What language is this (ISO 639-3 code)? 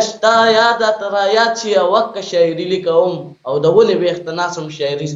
pus